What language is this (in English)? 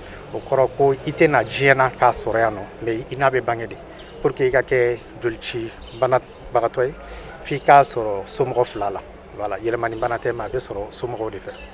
Bambara